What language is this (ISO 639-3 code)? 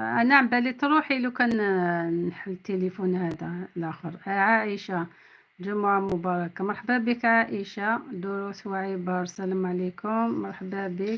arq